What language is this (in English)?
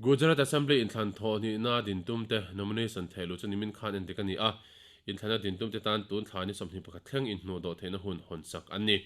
Mizo